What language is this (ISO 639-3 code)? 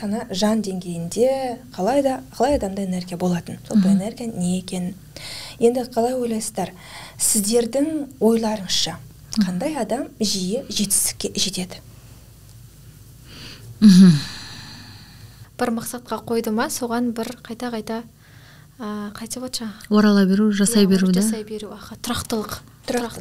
kaz